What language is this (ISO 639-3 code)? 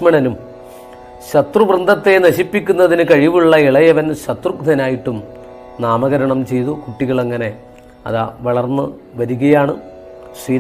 mal